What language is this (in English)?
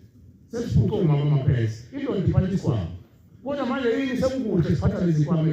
Zulu